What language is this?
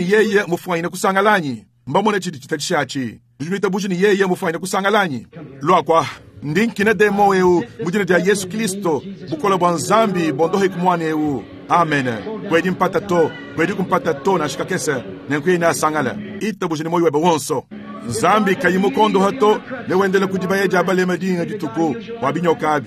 Luba-Lulua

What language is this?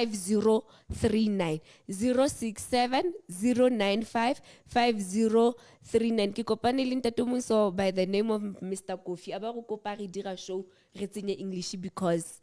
Southern Sotho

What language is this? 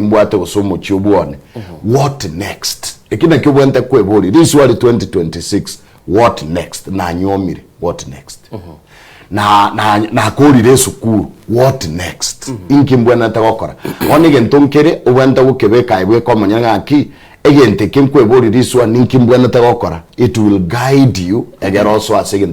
Gusii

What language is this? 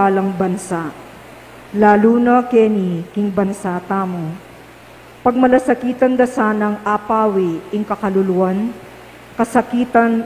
Pampanga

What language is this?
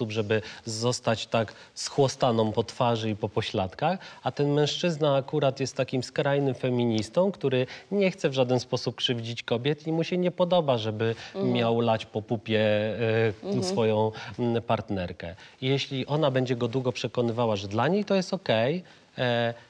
Polish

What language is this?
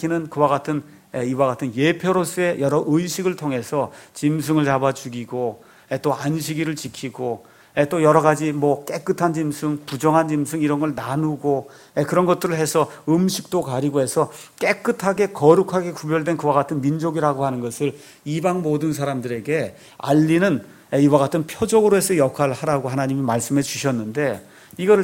Korean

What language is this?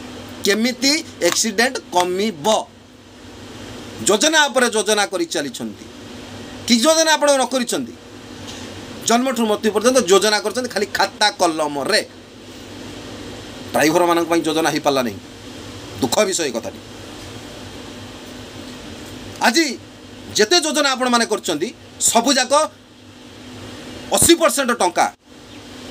Odia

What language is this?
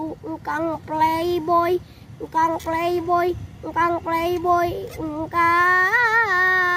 Sundanese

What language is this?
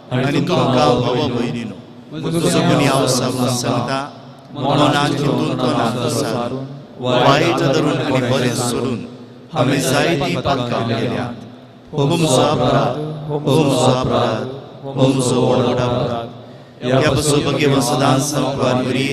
Konkani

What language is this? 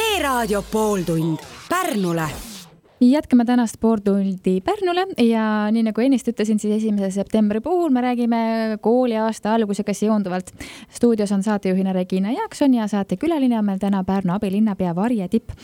Estonian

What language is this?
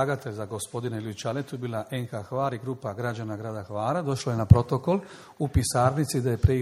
Croatian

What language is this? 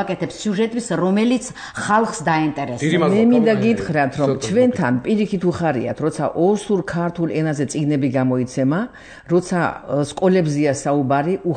Georgian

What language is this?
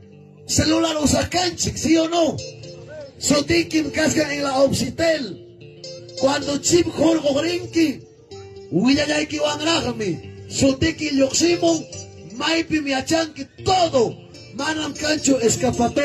Ayacucho Quechua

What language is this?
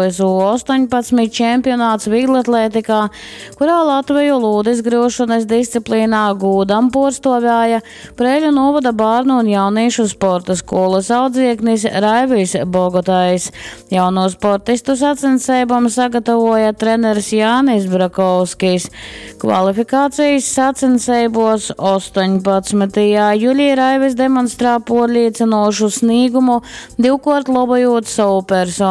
Latgalian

